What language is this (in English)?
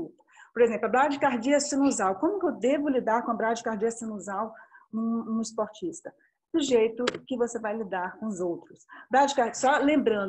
Portuguese